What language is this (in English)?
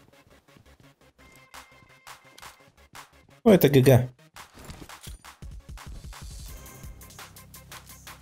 Russian